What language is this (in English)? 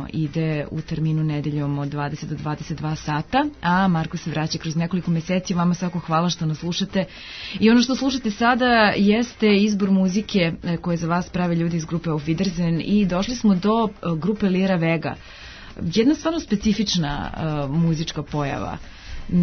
Serbian